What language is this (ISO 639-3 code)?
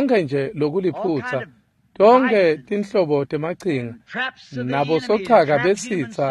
ssw